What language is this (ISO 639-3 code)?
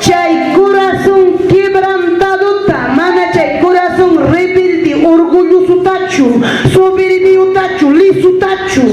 quy